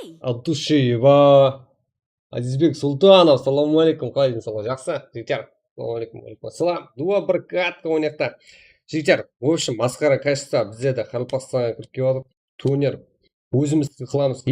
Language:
Kara-Kalpak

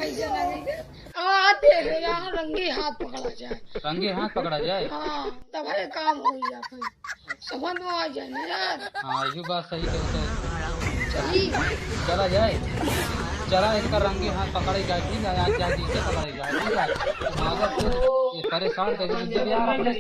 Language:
Awadhi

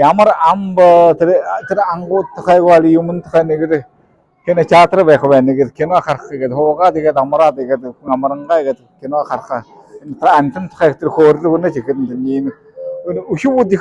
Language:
Buriat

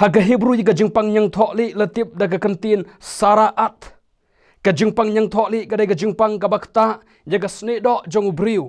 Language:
Khasi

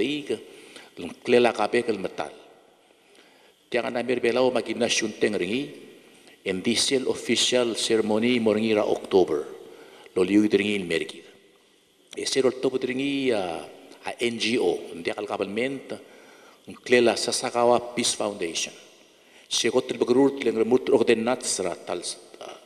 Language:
Palauan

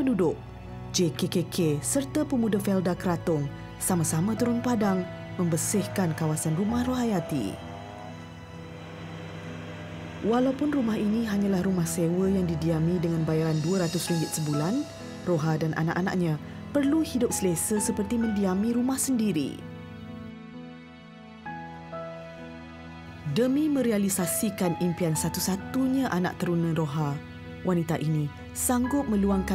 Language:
Malay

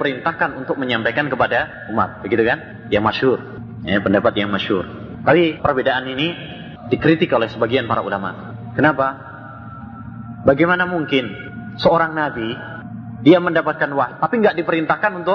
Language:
Indonesian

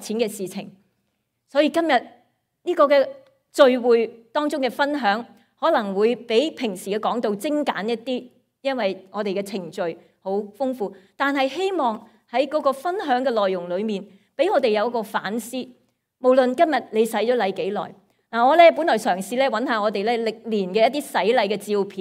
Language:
Cantonese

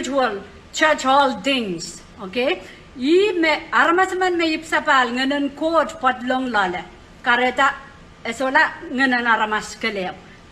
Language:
Pohnpeian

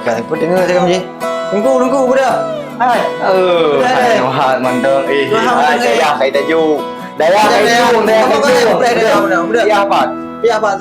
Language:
Achinese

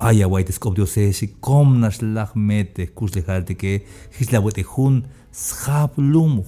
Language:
Tzeltal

